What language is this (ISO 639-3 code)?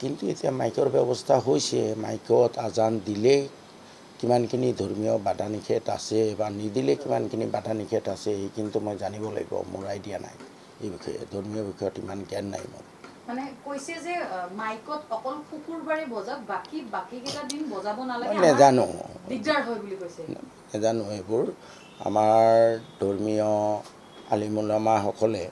asm